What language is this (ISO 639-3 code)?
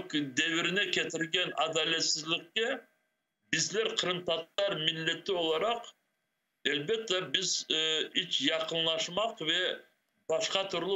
crh